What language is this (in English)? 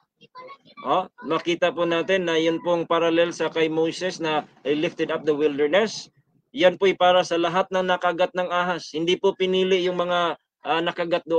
Filipino